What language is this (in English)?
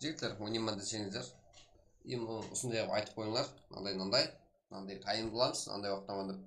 Kara-Kalpak